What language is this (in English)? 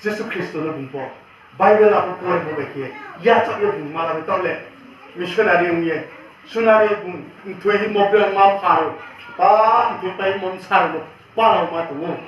Riang (India)